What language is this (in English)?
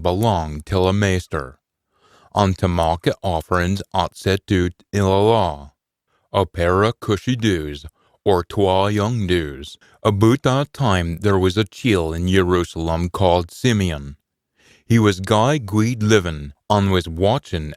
Scots